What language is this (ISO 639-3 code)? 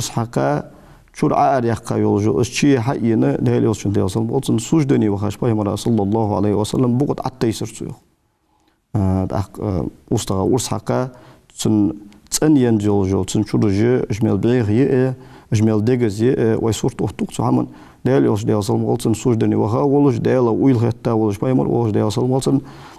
inh